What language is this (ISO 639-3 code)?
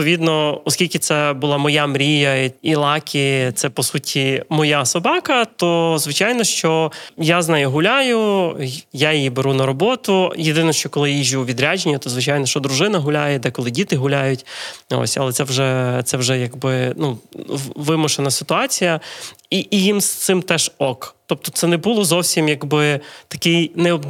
ukr